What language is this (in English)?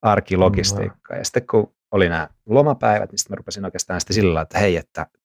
Finnish